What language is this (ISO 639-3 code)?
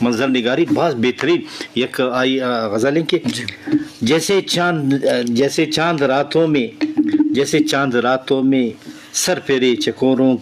bgp